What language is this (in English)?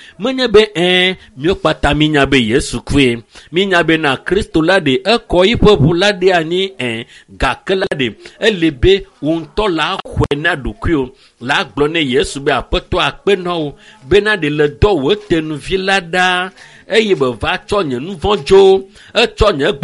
Ewe